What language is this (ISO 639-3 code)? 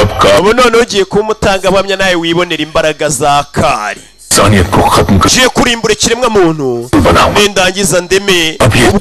kin